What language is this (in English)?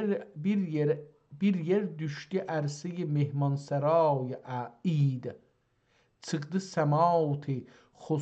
South Azerbaijani